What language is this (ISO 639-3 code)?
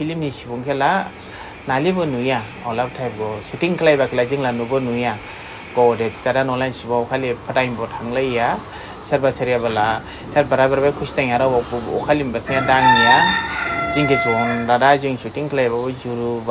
dis